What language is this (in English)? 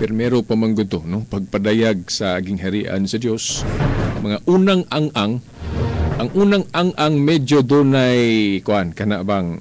Cebuano